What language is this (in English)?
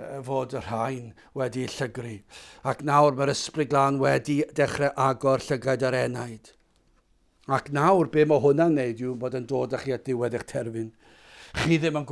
Welsh